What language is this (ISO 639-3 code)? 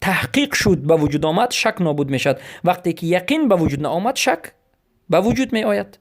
fas